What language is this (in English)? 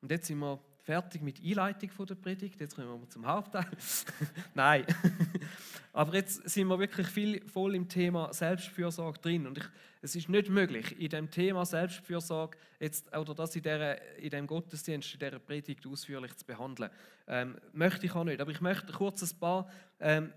Swiss German